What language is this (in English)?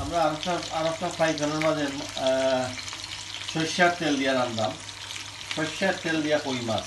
Sylheti